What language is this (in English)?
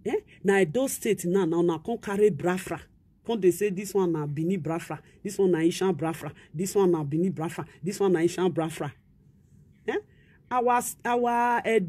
Nigerian Pidgin